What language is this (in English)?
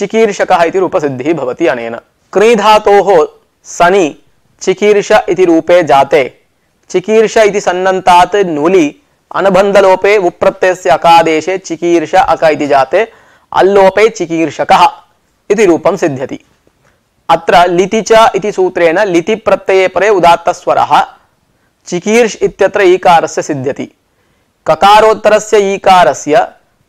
Sanskrit